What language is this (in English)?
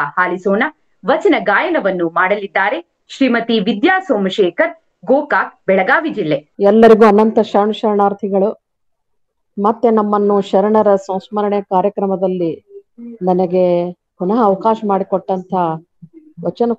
Kannada